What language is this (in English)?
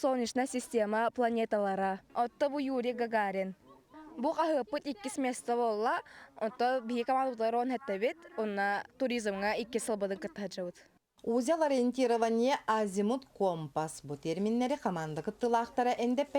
Yakut